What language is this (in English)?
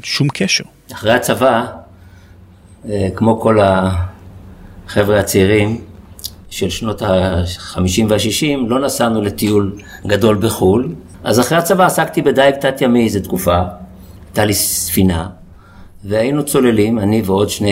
Hebrew